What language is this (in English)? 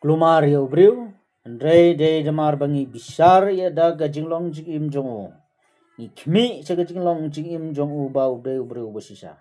Khasi